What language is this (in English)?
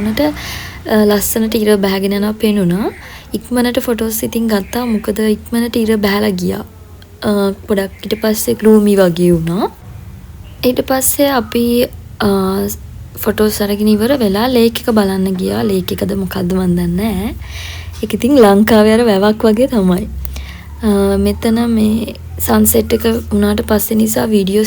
Sinhala